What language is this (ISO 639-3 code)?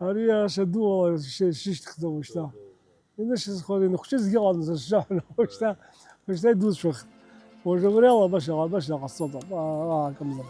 abk